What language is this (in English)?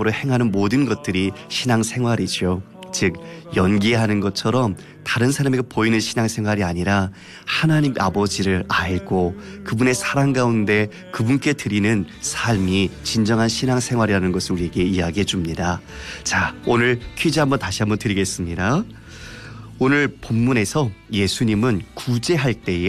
Korean